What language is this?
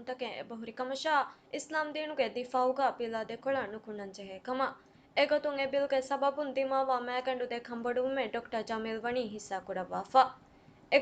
Divehi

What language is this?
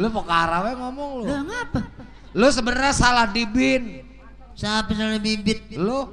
Betawi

